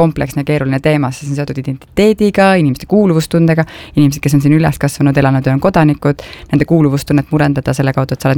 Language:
Estonian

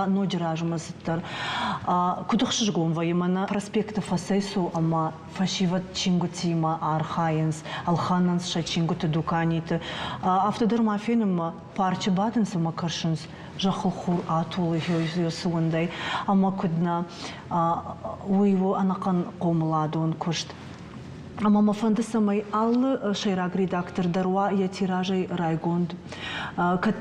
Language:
Ossetic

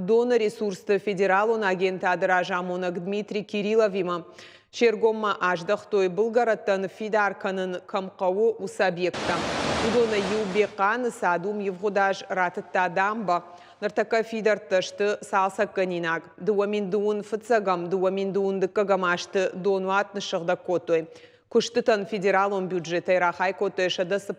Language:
Ossetic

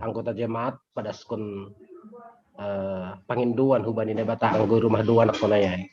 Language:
Batak Simalungun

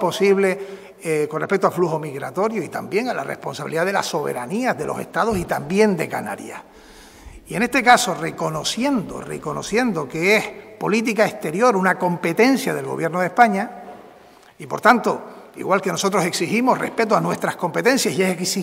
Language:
Spanish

